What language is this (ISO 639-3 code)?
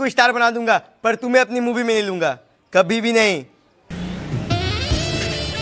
hin